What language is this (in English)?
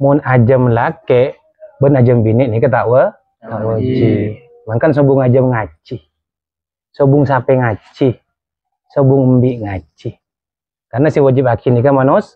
Madurese